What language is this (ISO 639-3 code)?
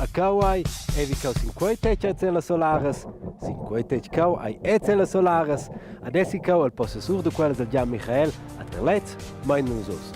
roh